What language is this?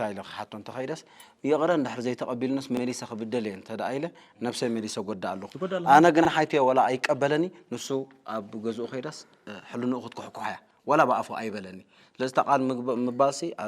Tigrinya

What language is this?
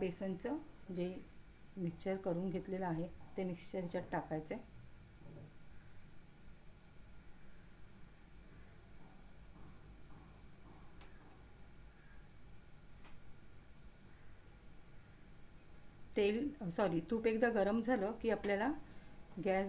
Marathi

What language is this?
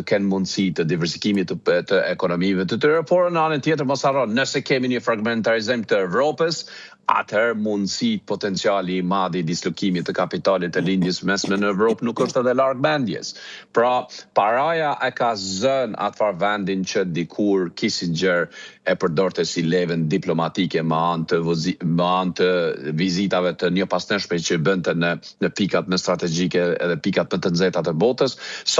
Albanian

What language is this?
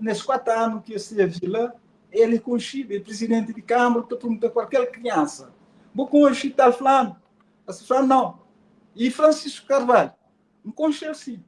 Kabuverdianu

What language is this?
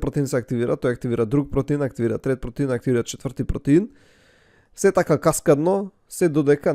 Macedonian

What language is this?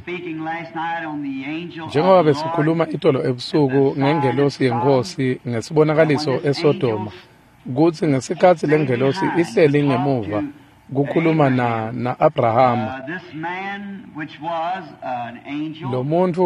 Swati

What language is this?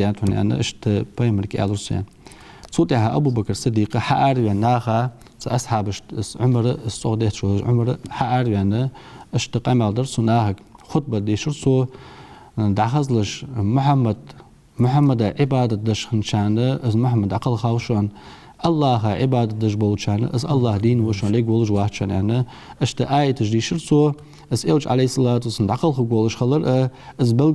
Ingush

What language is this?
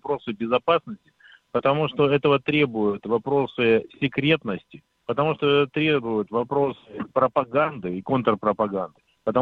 Russian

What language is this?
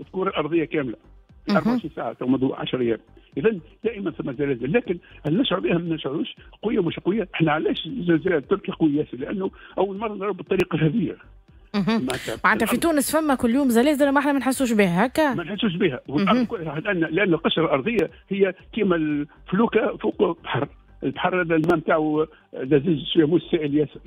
Tunisian Arabic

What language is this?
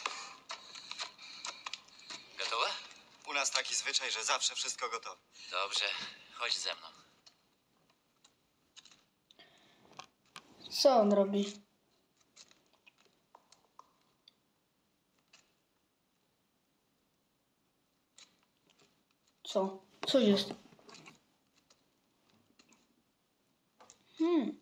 Polish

